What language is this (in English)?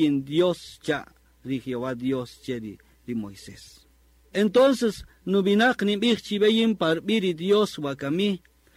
Kaqchikel